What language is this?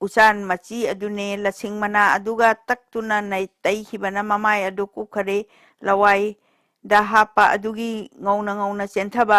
Manipuri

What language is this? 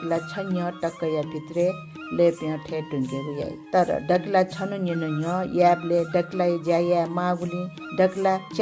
Newari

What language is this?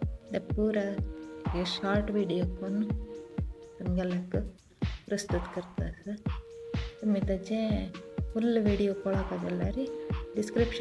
Konkani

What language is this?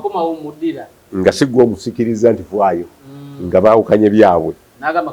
Ganda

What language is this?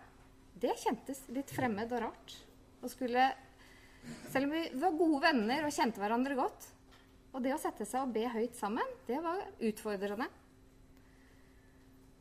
Norwegian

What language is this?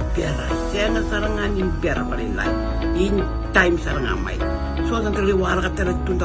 Fijian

